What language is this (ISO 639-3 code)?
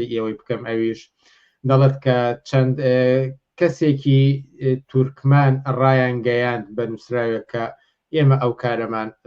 ckb